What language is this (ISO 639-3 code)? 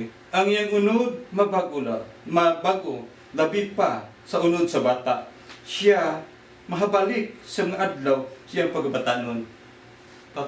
ceb